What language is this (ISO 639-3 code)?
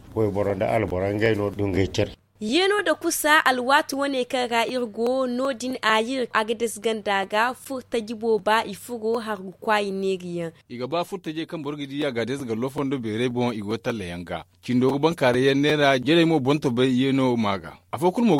dje